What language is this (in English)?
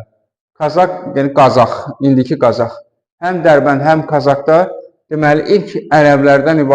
Azerbaijani